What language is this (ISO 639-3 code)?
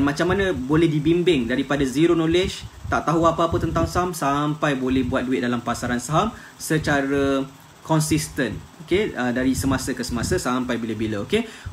msa